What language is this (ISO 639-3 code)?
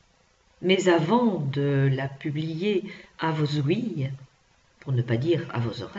fra